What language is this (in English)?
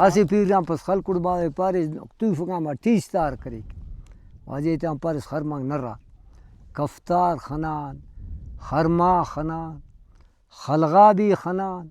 Brahui